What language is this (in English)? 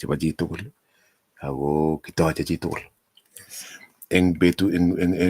Kalenjin